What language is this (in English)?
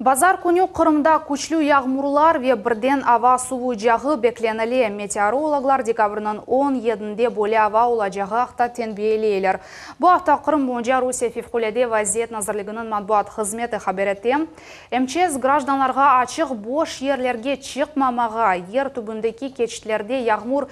Crimean Tatar